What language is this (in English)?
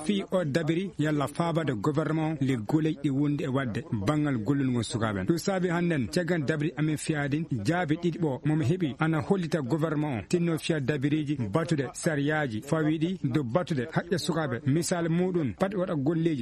Fula